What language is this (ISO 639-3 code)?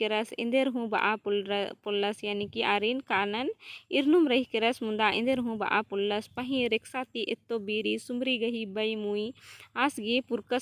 kru